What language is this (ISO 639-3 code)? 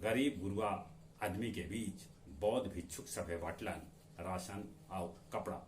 mag